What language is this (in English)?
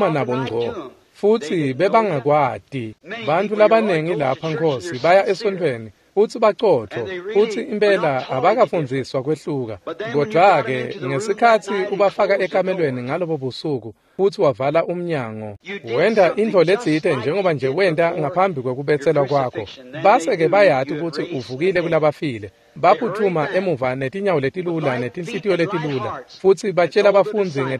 Swati